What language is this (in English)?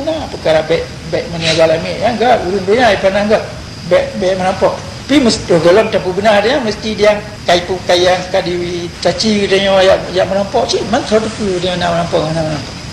Achinese